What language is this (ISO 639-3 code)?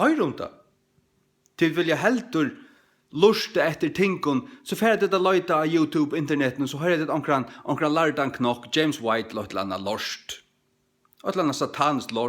fao